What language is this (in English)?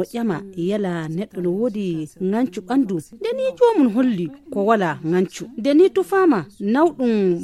Nigerian Fulfulde